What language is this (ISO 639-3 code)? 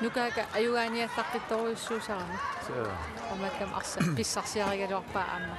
kal